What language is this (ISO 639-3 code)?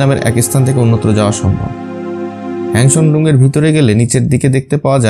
ben